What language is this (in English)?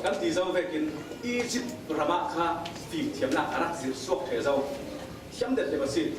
Falam Chin